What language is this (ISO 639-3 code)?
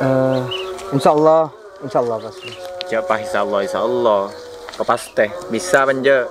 mad